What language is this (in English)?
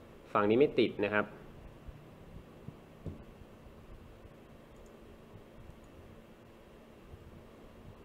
Thai